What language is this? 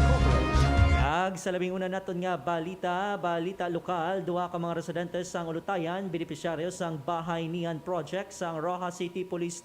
Hiligaynon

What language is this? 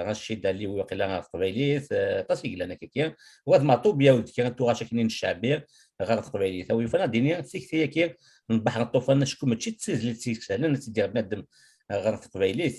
Kabyle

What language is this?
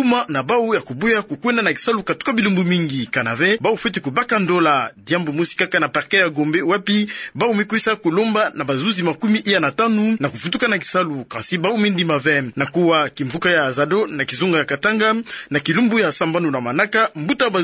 Kituba (Democratic Republic of Congo)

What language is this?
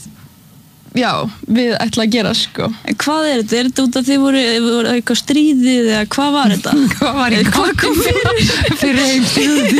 Icelandic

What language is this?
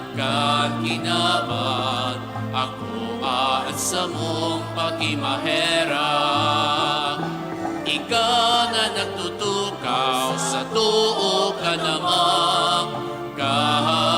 Bikol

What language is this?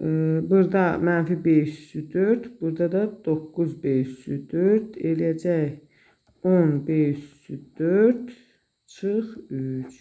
Azerbaijani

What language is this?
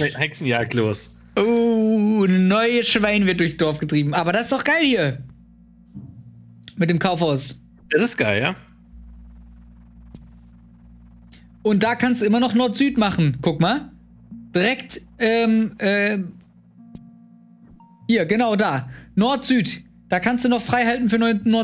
German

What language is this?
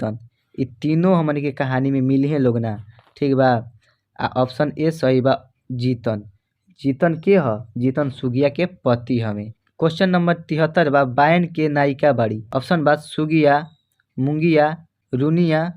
Bhojpuri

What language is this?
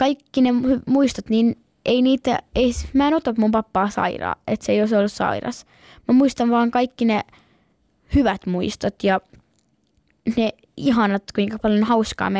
Finnish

